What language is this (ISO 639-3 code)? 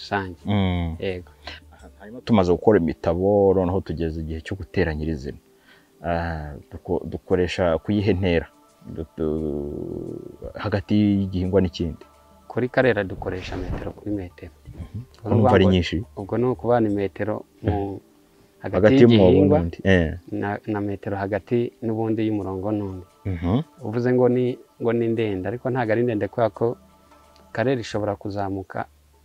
kin